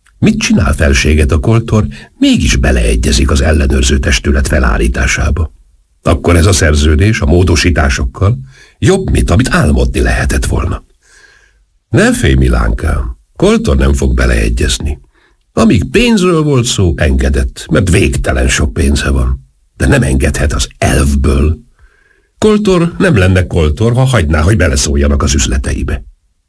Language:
Hungarian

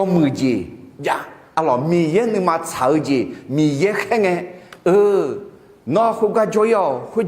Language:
Akha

